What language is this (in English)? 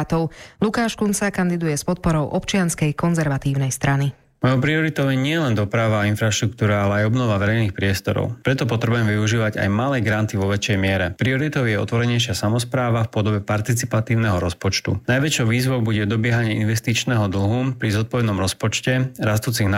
Slovak